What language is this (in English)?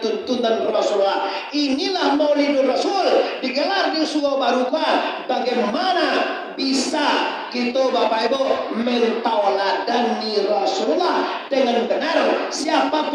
Minangkabau